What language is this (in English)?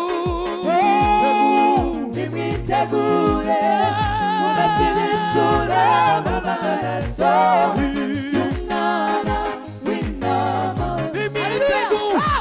Kinyarwanda